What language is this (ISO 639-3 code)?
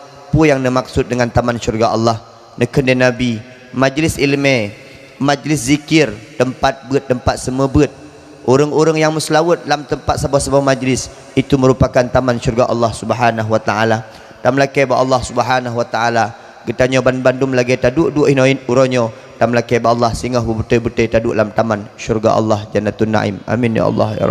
ace